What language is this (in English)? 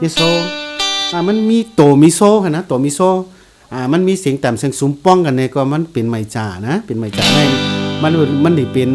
Shan